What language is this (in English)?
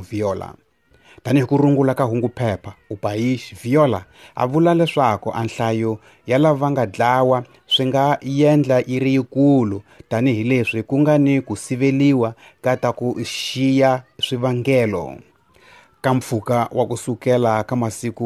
Tsonga